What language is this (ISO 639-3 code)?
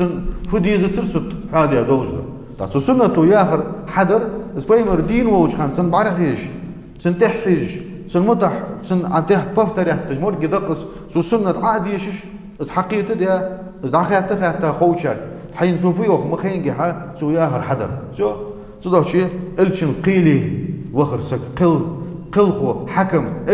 inh